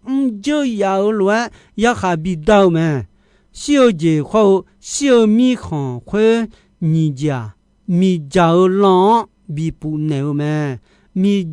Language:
Akha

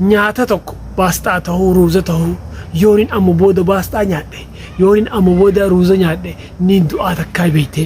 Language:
Oromo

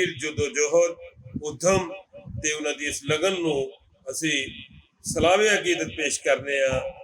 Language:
Western Panjabi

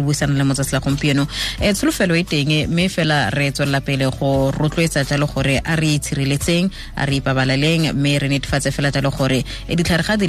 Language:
Tswana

